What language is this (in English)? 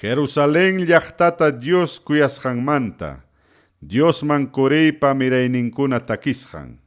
Ayacucho Quechua